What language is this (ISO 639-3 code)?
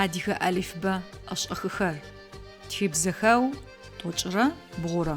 ady